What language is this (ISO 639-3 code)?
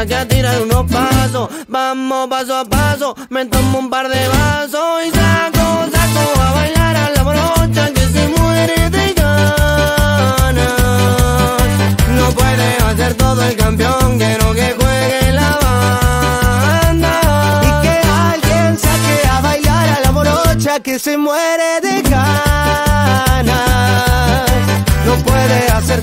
spa